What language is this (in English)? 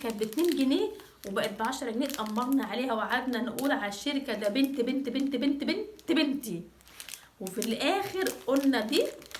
Egyptian Arabic